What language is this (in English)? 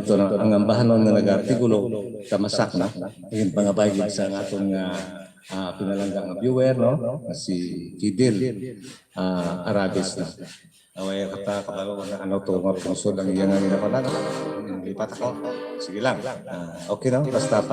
Hiligaynon